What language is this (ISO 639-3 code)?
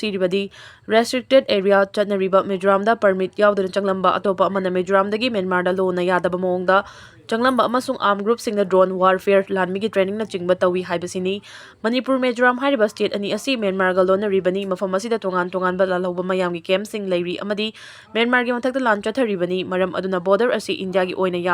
mni